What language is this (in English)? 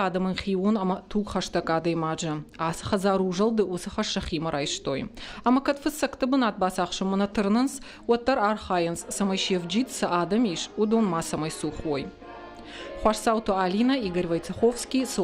Ossetic